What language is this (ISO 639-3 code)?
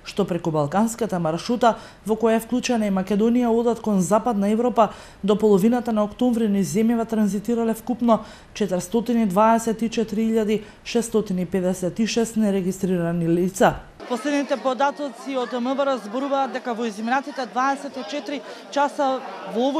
mkd